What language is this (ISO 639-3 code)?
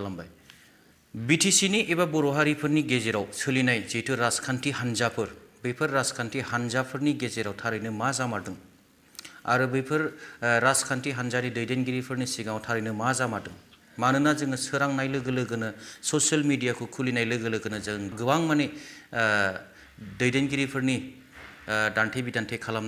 brx